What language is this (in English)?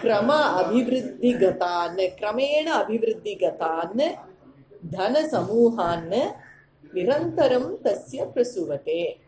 Sanskrit